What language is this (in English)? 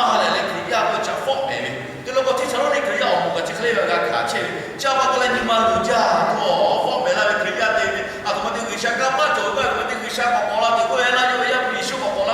Lahu